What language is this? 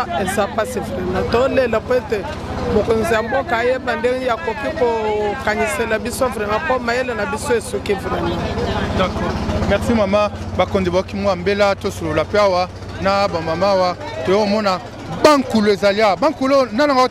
Lingala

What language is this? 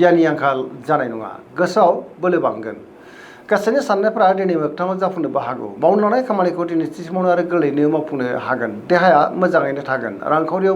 Bodo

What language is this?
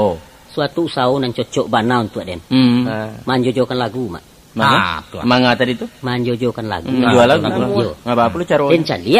Minangkabau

